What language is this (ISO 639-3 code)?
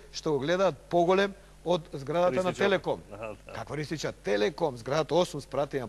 mkd